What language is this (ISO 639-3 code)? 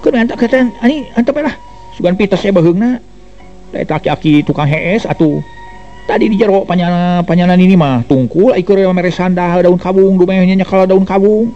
sun